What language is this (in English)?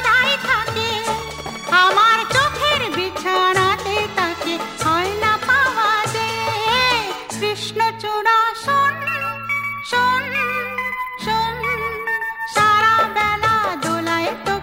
Bangla